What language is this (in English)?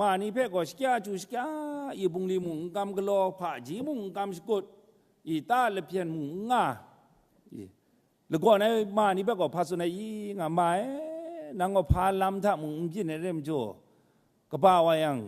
Kachin